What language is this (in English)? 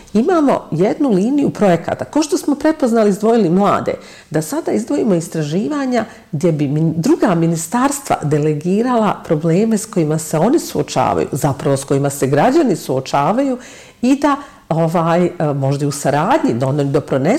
Bosnian